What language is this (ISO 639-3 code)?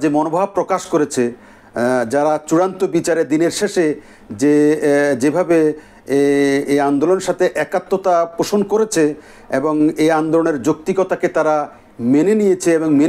ben